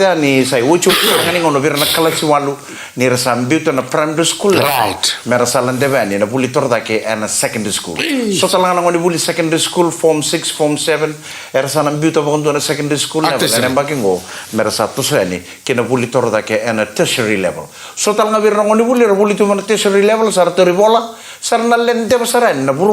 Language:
Fijian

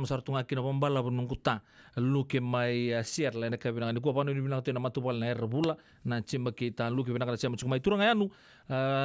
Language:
Fijian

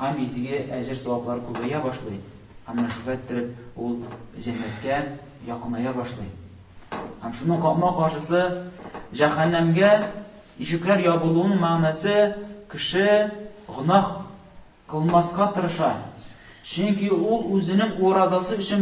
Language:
Tatar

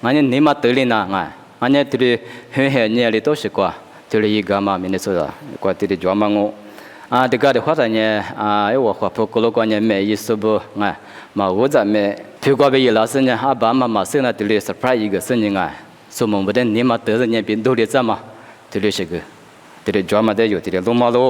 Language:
Lisu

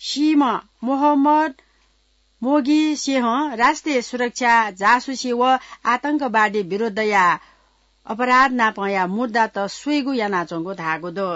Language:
Newari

